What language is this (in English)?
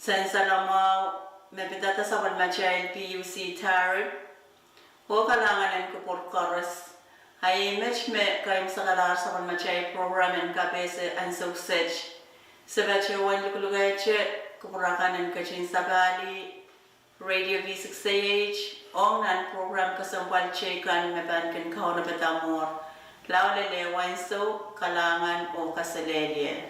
Pohnpeian